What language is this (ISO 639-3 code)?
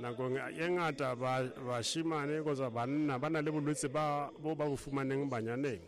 sot